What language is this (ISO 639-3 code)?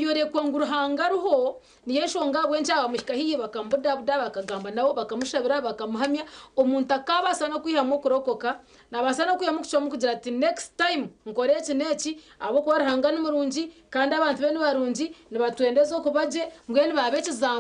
nyn